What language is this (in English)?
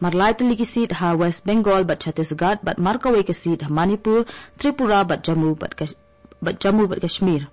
Khasi